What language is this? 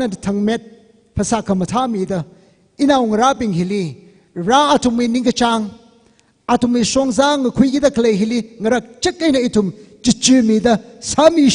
Tangkhul Naga (India)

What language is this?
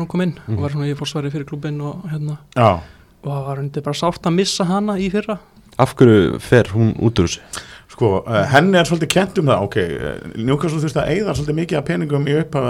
Icelandic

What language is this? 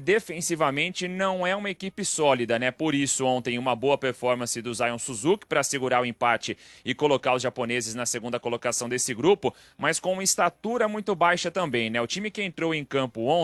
Portuguese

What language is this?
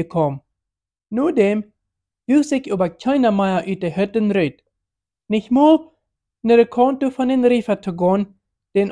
Plautdietsch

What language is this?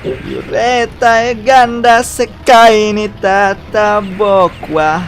Banjar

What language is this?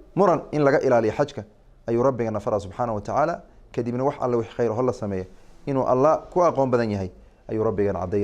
Somali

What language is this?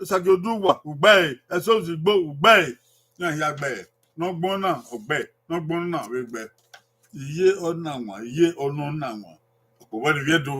Bini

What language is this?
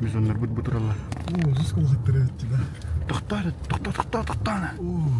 Yakut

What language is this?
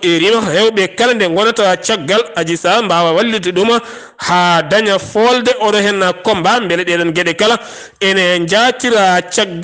Fula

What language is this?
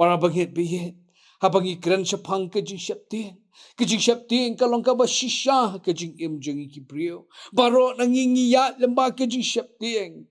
Khasi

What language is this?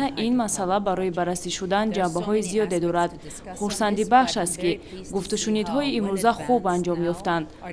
Tajik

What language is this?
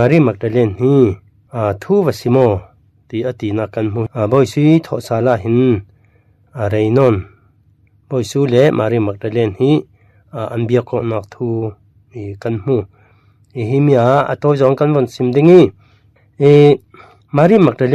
Falam Chin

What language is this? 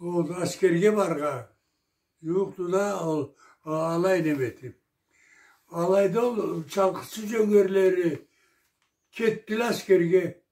Karachay-Balkar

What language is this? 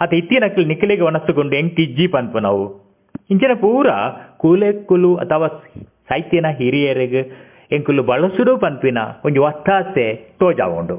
Tulu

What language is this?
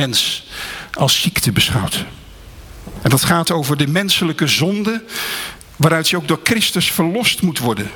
Dutch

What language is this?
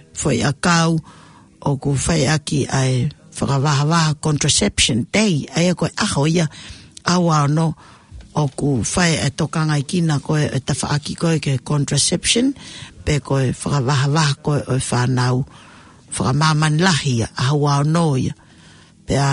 Tongan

